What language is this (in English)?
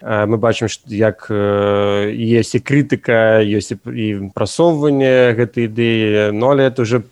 Belarusian